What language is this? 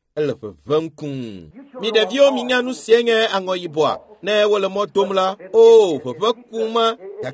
Ewe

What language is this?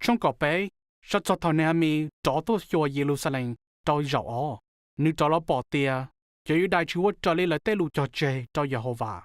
Hmong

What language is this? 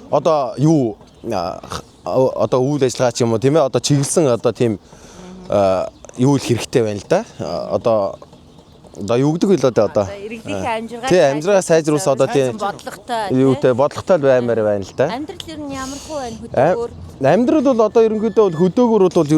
Mongolian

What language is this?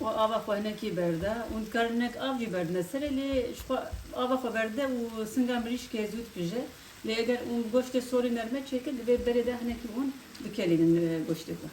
Kurdish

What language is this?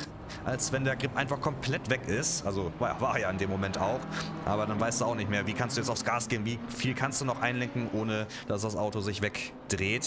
German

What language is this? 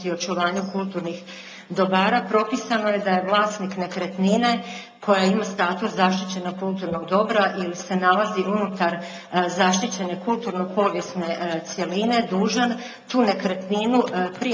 Croatian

